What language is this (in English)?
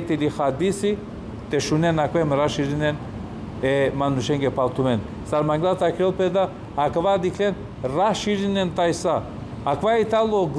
Balkan Romani